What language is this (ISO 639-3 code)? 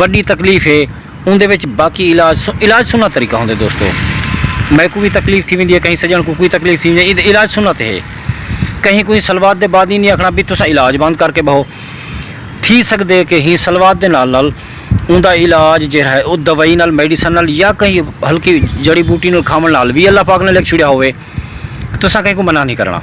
skr